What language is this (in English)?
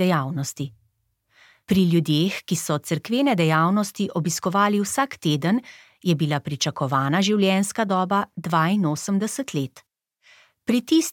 Slovenian